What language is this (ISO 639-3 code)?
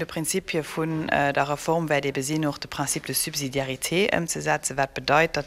ltz